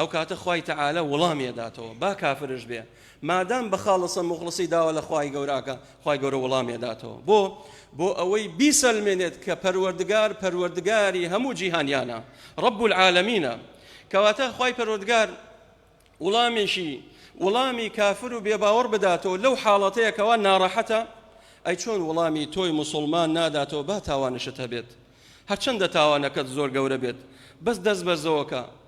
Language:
Central Kurdish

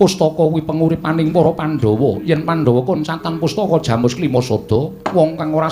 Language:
Javanese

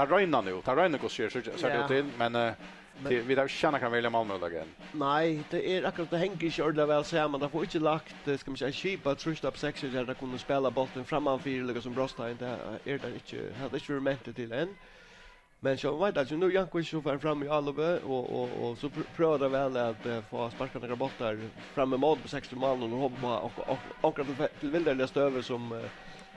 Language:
Faroese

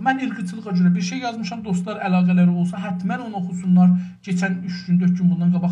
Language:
South Azerbaijani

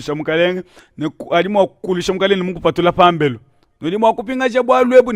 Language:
Luba-Lulua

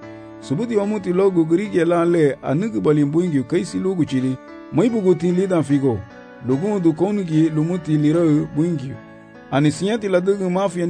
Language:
Garifuna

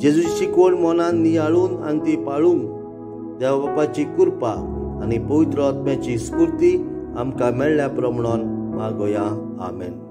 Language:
Konkani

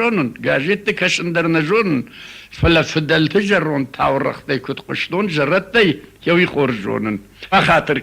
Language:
Ossetic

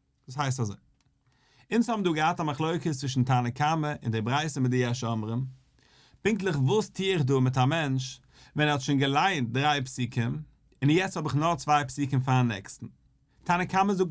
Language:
Yiddish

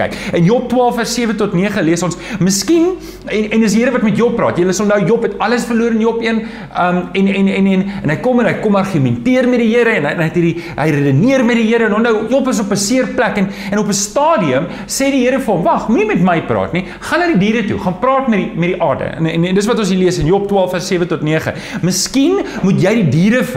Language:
Afrikaans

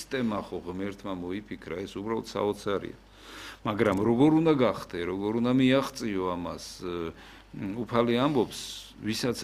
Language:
Georgian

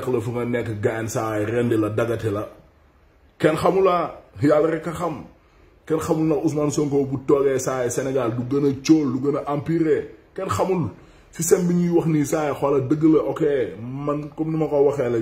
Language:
Wolof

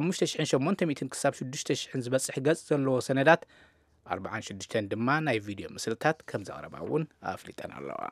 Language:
Tigrinya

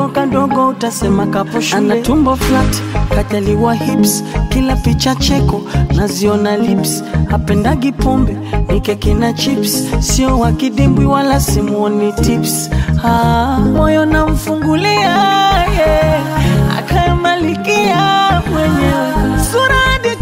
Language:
Swahili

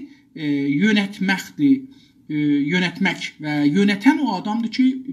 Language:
South Azerbaijani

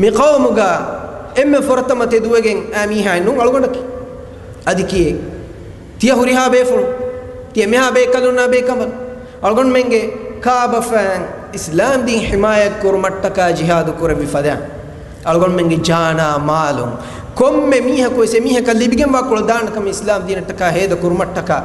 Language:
Divehi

